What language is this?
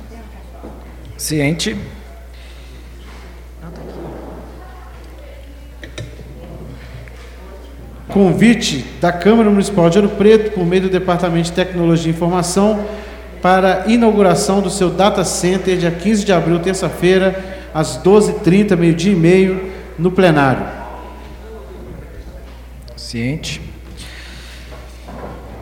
Portuguese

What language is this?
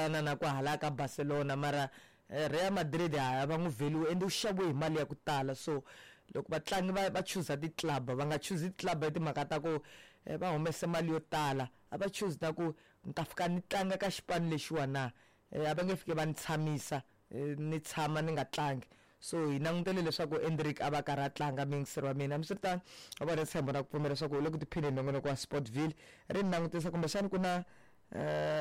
Tsonga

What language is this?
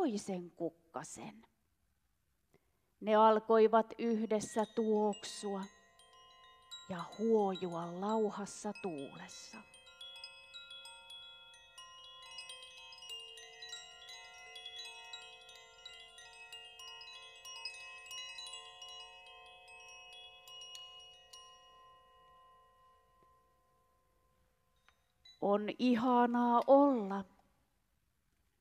Finnish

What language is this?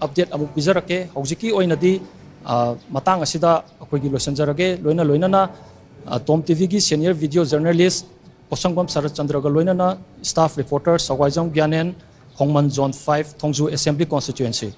Manipuri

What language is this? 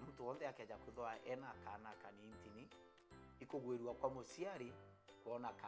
Meru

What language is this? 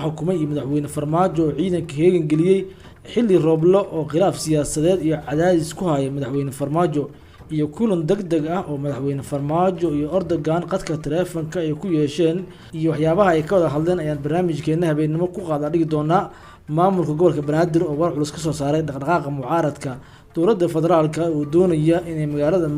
Somali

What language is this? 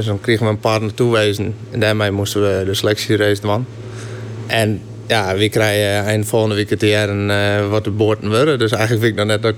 Western Frisian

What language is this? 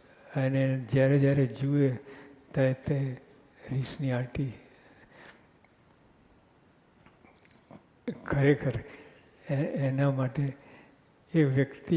Gujarati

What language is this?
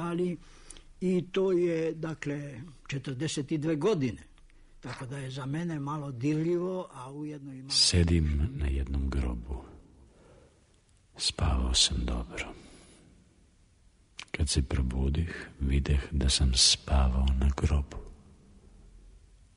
Serbian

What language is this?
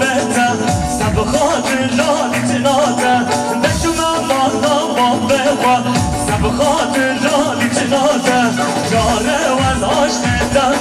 Kurdish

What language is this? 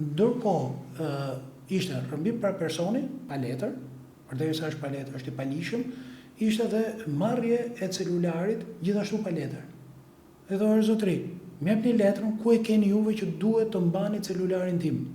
Albanian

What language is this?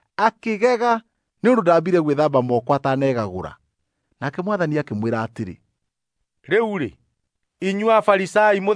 Kikuyu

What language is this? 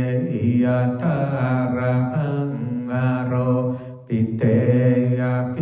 Pali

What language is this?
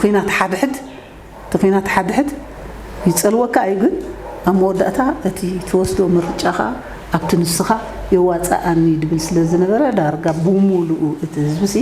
Tigrinya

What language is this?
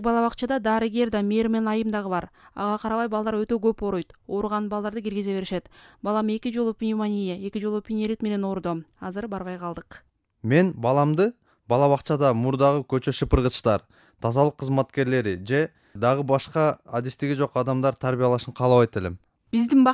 Kyrgyz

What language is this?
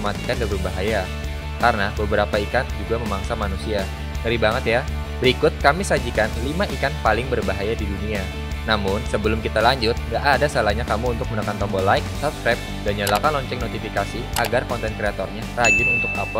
Indonesian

